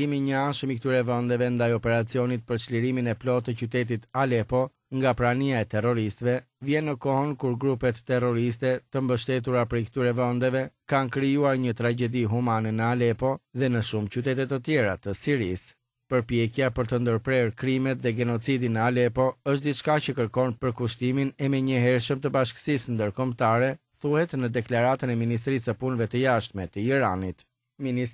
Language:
Albanian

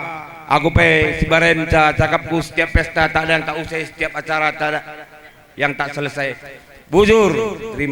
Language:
Batak Karo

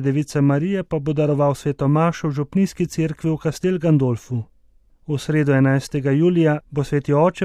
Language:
Slovenian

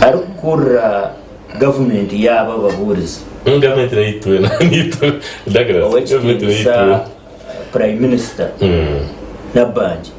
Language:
Nyankole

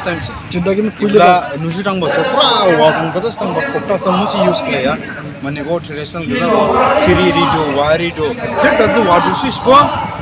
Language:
Dimasa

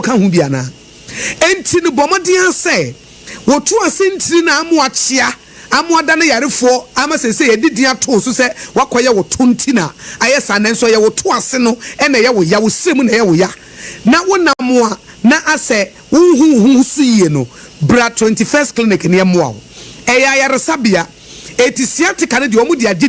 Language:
Akan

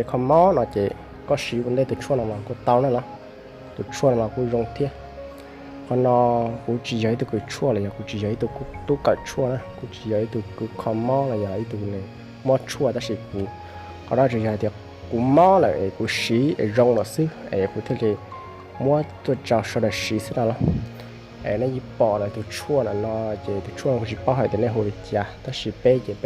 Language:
Hmong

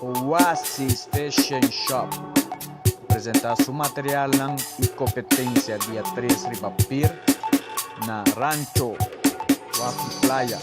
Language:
Papiamento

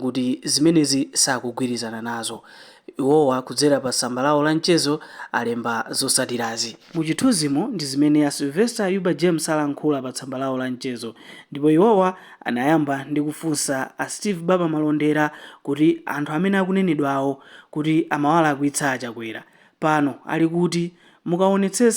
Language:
Nyanja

